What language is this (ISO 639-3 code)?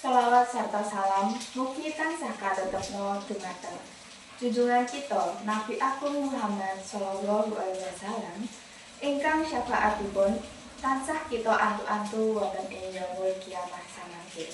jav